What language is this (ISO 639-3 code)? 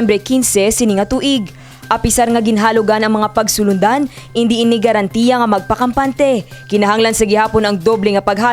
hil